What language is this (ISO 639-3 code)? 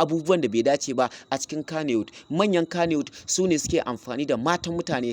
hau